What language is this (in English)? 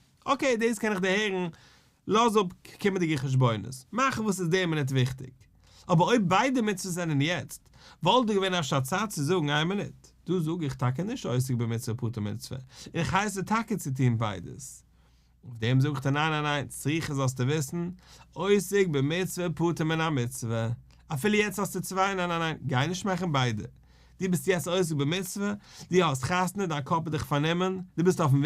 Yiddish